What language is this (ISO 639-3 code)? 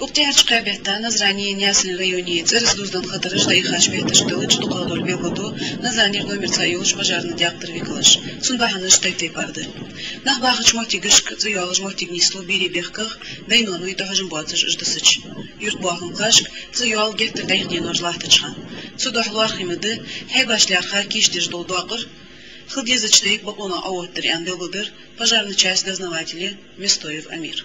inh